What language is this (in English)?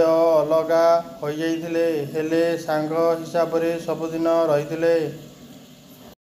Odia